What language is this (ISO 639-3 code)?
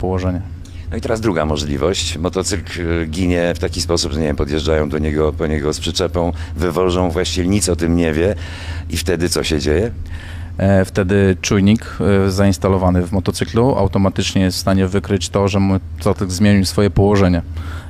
pol